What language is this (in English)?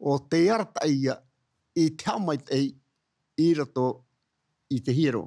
Tahitian